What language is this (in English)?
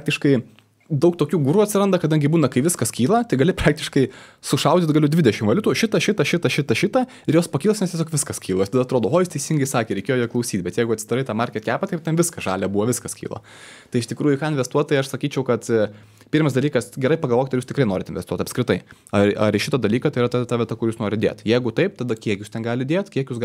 Lithuanian